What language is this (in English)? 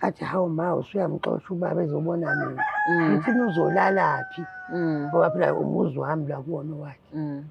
Zulu